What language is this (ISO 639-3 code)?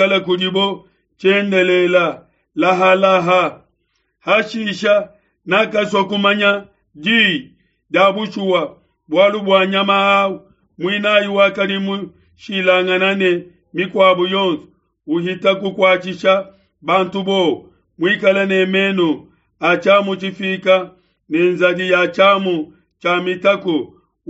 lua